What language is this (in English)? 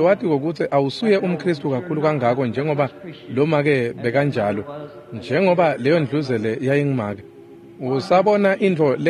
Swati